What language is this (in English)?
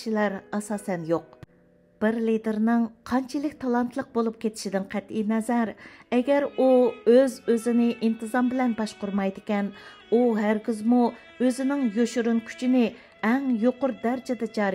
Uyghur